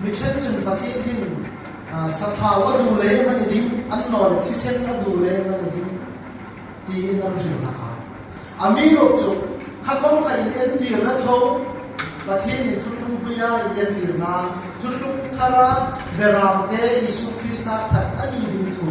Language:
Hmar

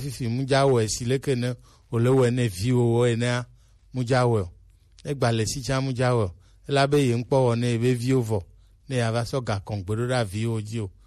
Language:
Gen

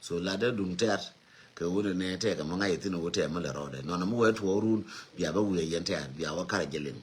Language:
Nuer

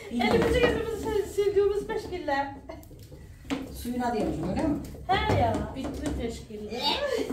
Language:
Turkish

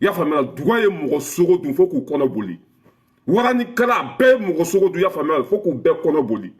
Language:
Bambara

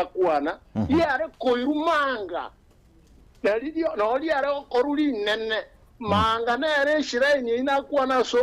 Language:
Gusii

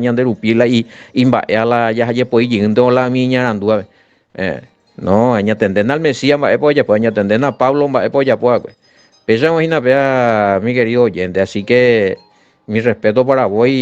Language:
Guarani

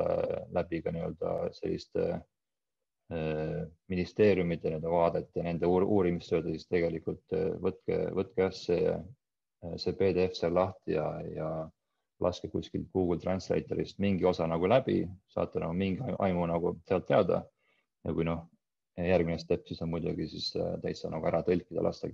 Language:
Estonian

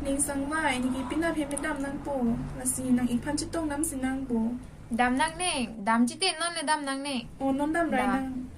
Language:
Karbi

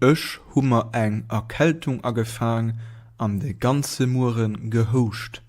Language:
Luxembourgish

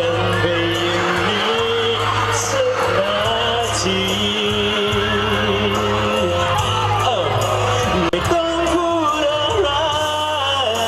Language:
Thai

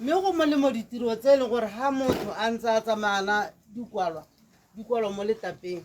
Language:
Tswana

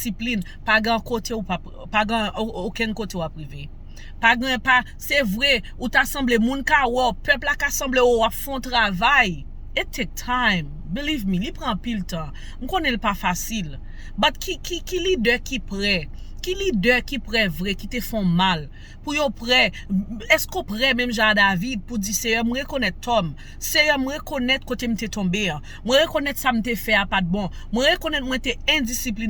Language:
Haitian Creole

